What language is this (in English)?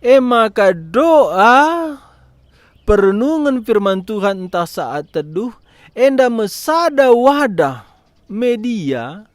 Batak Karo